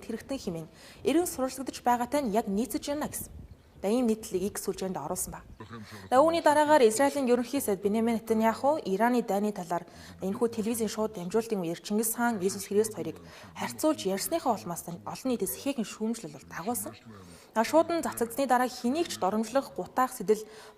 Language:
Mongolian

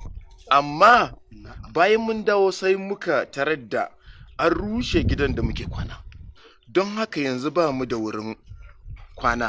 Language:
Hausa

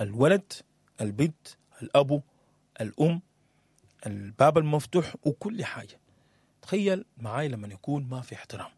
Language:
Sudanese Arabic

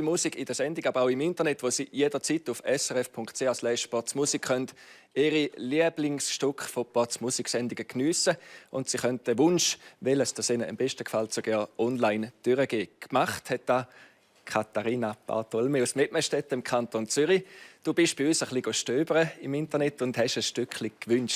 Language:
Swiss German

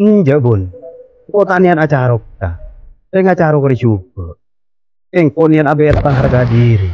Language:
Madurese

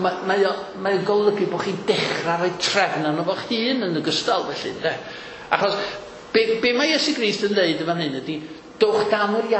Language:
Welsh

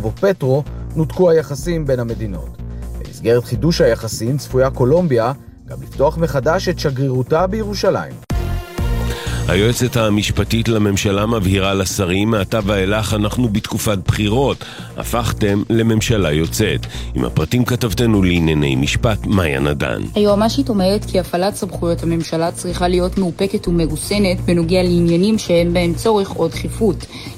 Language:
Hebrew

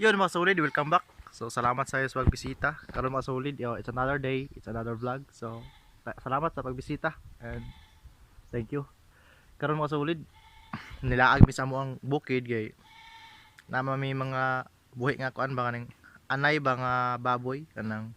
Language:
Cebuano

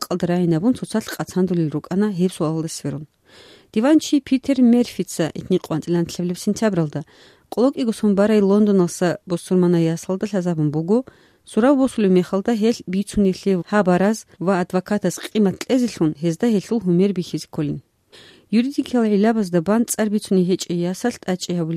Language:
Avaric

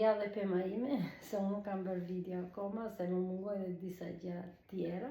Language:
Albanian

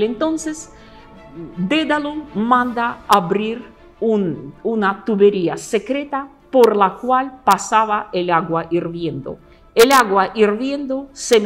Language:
Spanish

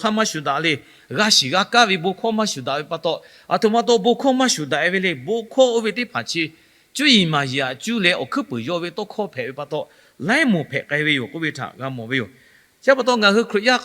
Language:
Lahu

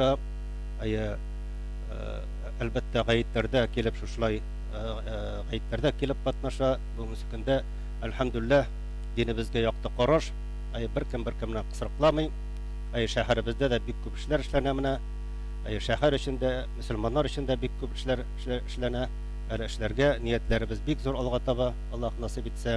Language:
Tatar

